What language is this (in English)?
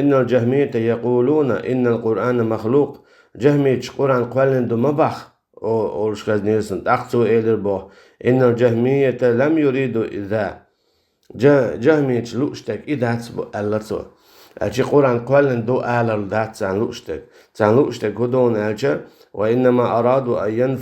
Chechen